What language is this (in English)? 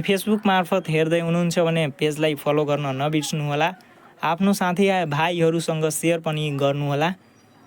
Nepali